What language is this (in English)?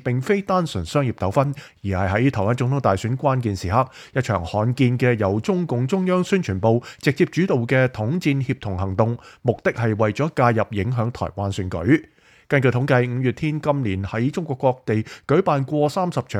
Cantonese